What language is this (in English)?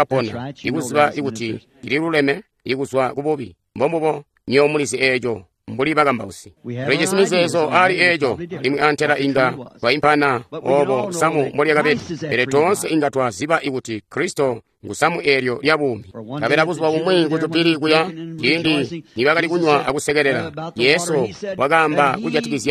Tonga (Zambia)